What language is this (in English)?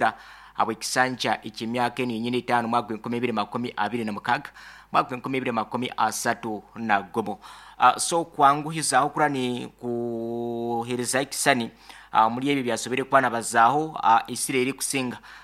Nyankole